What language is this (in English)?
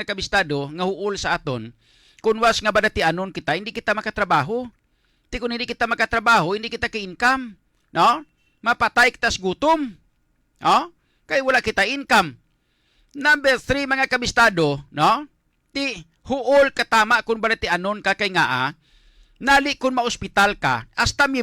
Hiligaynon